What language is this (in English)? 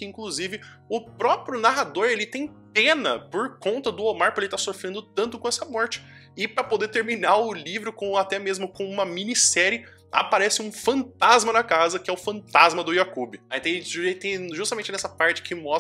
Portuguese